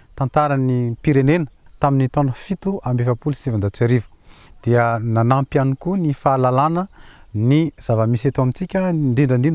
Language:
Malagasy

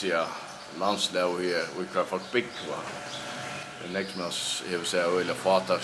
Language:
Faroese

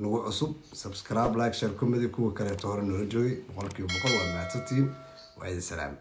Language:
Somali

